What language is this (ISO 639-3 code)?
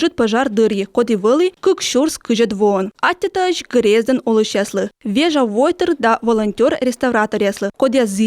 kom